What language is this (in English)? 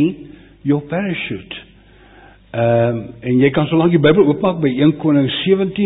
Afrikaans